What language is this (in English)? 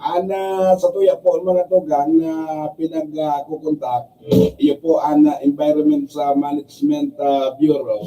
Bikol